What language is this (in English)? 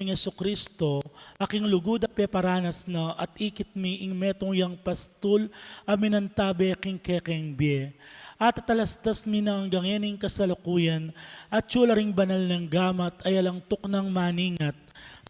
Pampanga